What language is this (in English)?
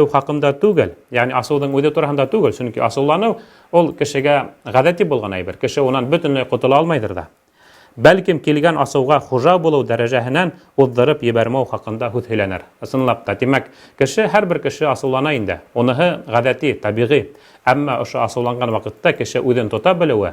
Bashkir